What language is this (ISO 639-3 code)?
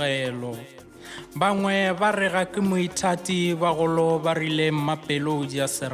nso